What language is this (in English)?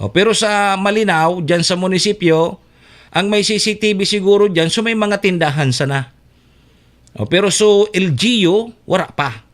Bikol